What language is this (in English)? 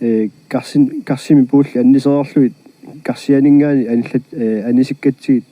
Kalaallisut